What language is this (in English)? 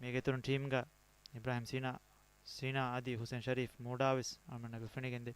Divehi